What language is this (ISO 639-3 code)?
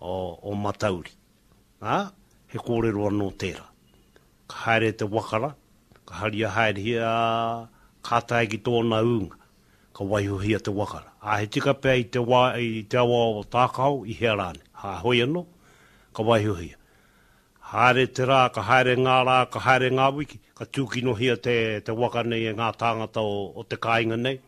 mri